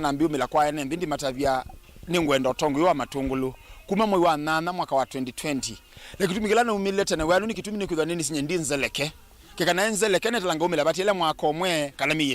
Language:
Kamba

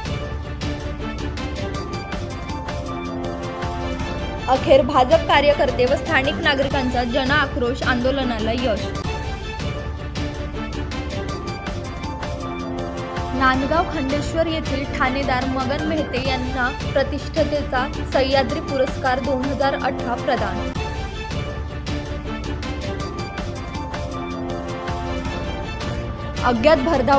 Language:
Marathi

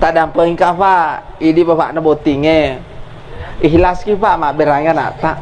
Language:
Buginese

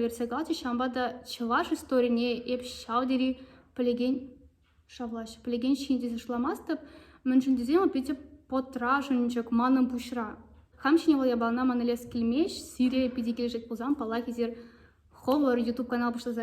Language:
Chuvash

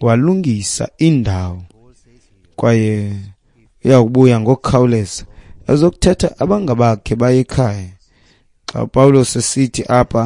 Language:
Xhosa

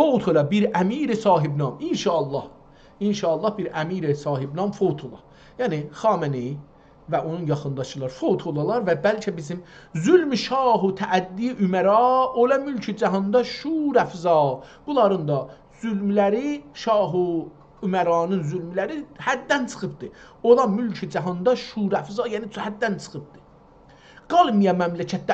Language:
South Azerbaijani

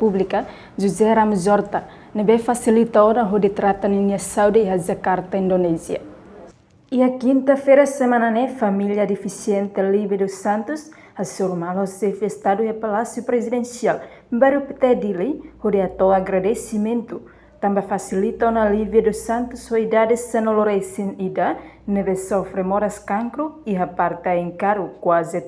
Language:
Tetum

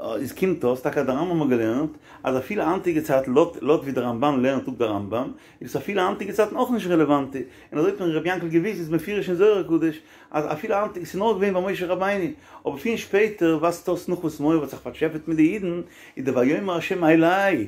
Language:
Yiddish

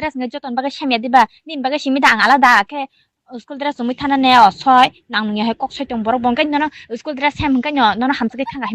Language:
Kok Borok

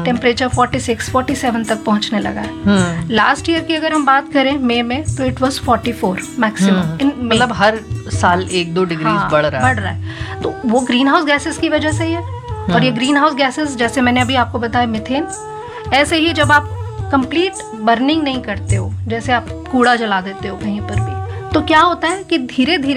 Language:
Hindi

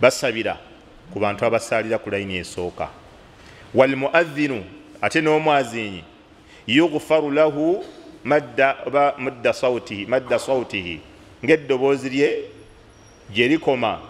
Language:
Ganda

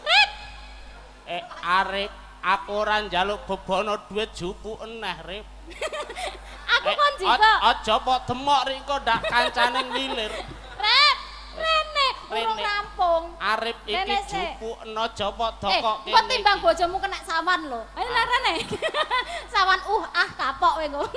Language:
Javanese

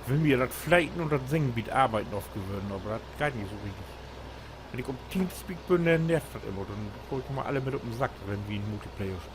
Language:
Low German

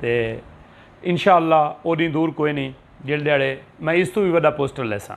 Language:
Saraiki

